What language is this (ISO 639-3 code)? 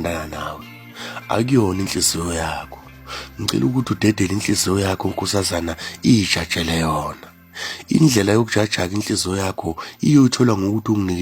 zul